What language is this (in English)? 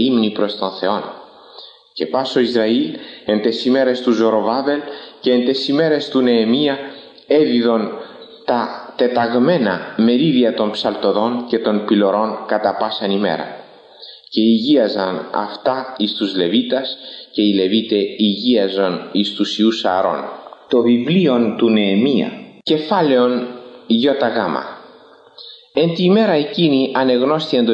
Greek